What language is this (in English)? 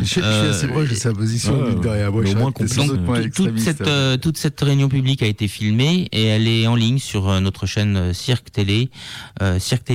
French